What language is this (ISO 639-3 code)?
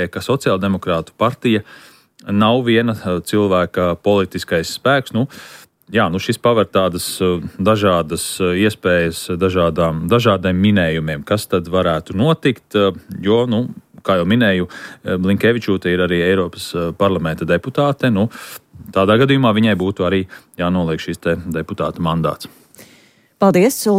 lav